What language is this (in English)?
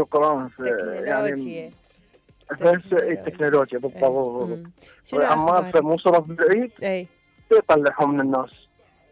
Mesopotamian Arabic